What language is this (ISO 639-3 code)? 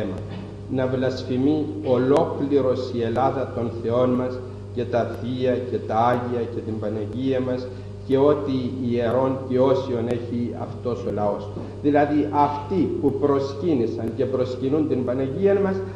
ell